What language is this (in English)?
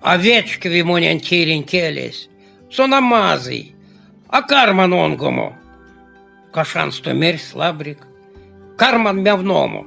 Erzya